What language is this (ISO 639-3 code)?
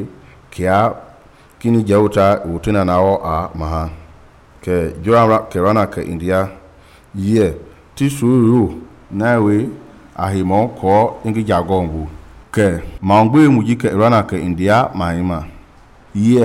men